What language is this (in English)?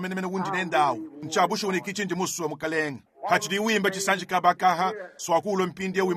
Luba-Lulua